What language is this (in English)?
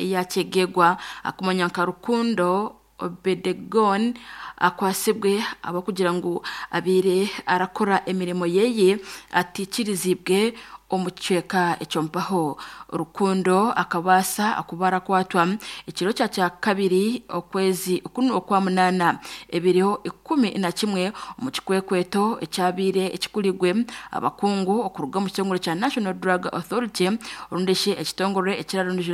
Nyankole